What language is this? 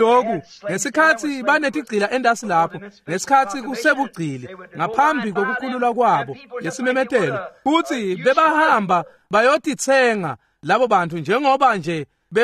Swati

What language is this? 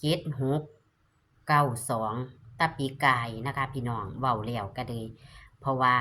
Northeastern Thai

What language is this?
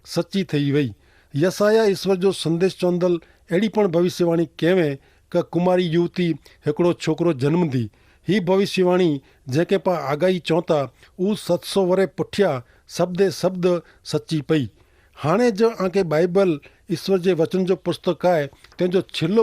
Kachhi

